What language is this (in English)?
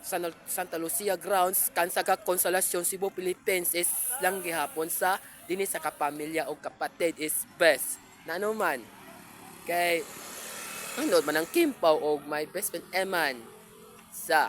Cebuano